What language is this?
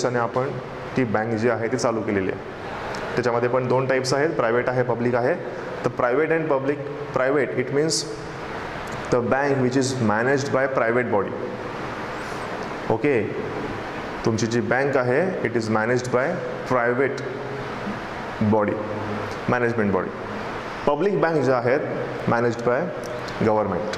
Marathi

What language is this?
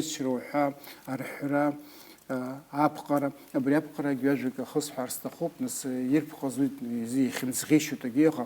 Abkhazian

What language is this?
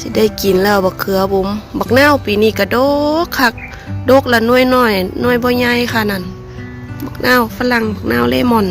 Northeastern Thai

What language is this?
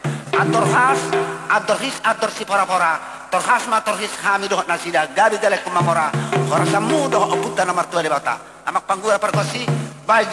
Batak Toba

